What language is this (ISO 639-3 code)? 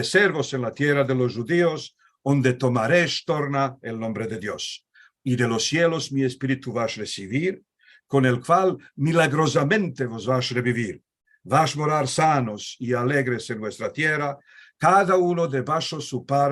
lad